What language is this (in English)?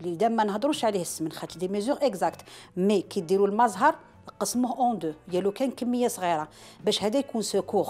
Algerian Arabic